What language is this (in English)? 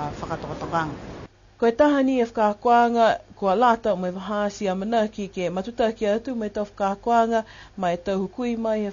Niuean